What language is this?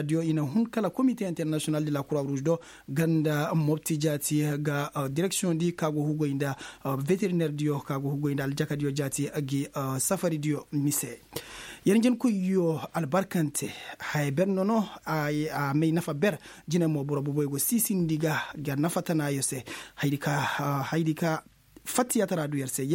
Koyraboro Senni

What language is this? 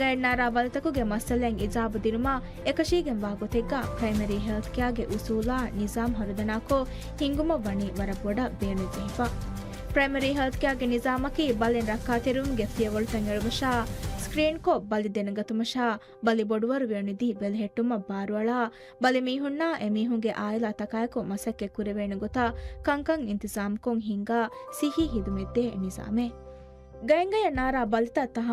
Divehi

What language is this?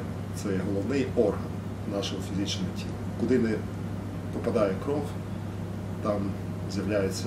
Ukrainian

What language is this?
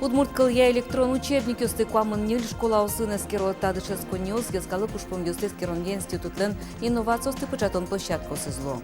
Udmurt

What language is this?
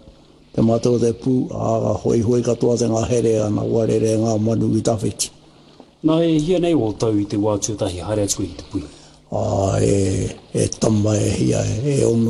Māori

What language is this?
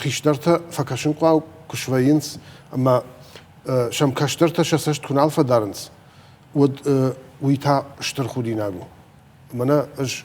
Ossetic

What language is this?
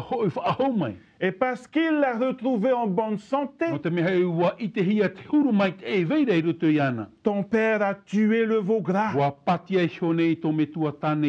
Tahitian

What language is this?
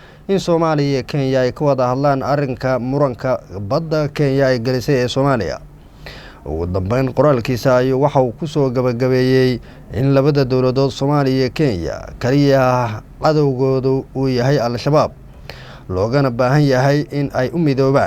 Somali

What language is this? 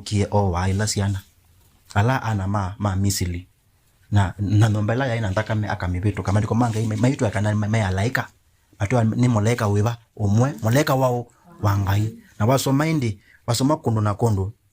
Kamba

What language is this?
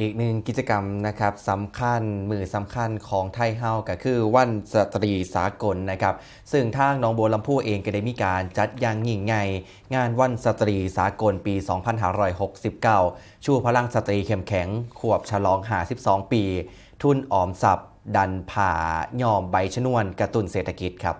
Northeastern Thai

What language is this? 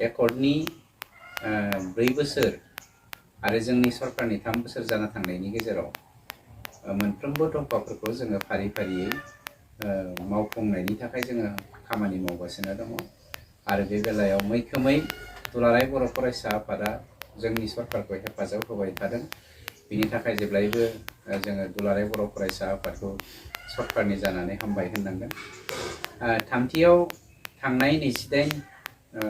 Bodo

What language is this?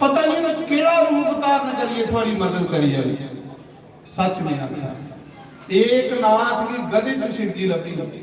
Dogri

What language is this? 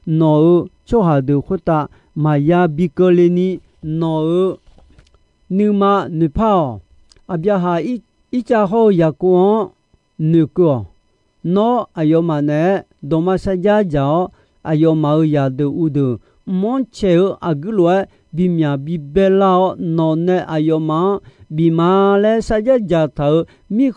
Akha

